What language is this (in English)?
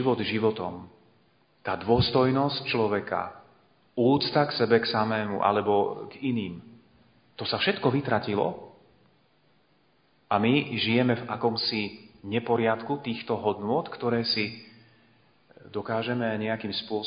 Slovak